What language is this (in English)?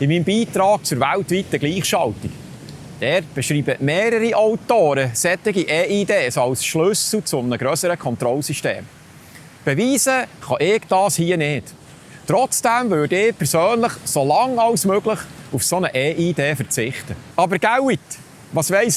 Swiss German